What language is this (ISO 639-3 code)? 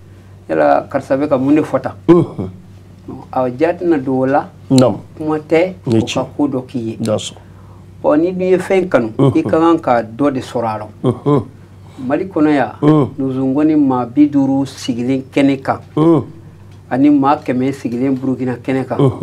bam